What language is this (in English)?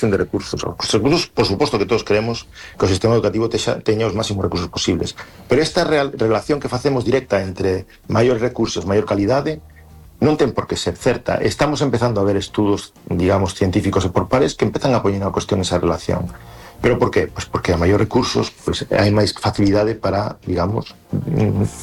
Galician